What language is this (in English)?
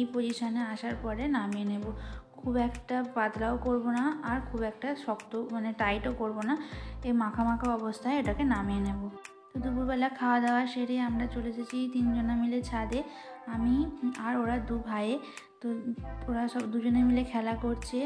Bangla